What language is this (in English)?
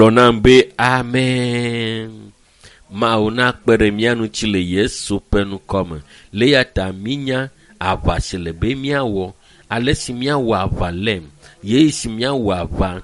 Ewe